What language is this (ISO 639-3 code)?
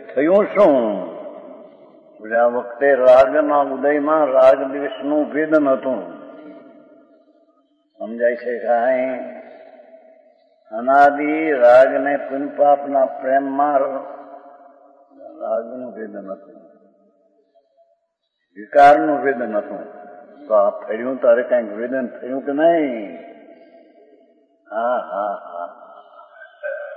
guj